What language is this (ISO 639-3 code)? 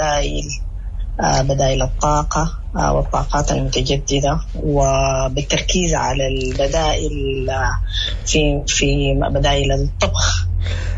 apd